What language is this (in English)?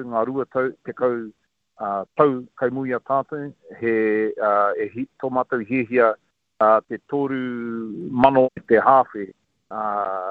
Māori